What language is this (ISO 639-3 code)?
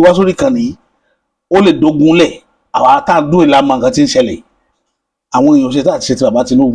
yor